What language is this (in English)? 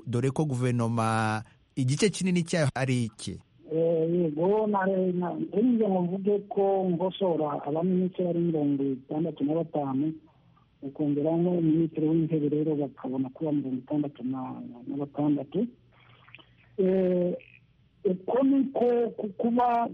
Kinyarwanda